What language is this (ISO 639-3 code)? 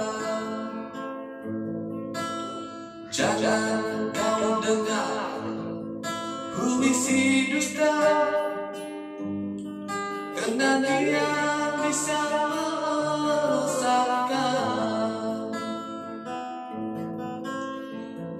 msa